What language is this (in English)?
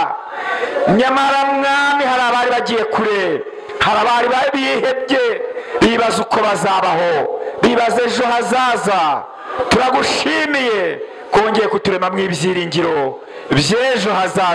Kinyarwanda